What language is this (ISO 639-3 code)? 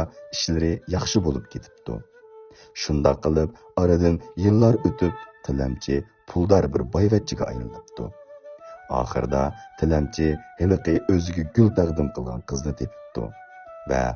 uig